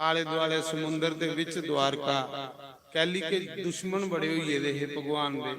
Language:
Dogri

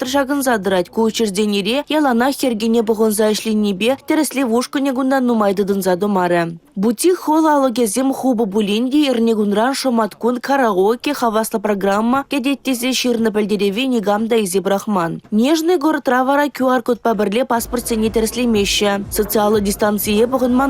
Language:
Chuvash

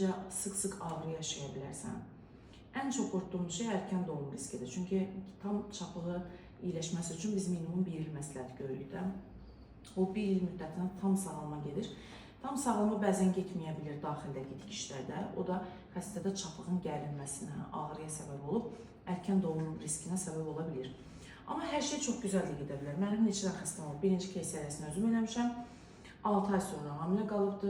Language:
Azerbaijani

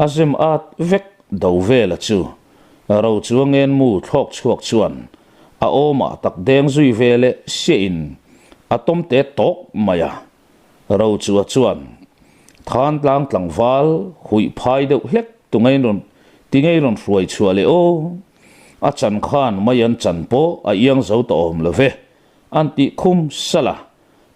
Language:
Mizo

